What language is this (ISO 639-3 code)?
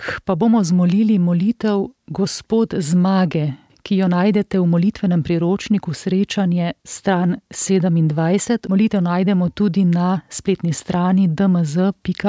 slv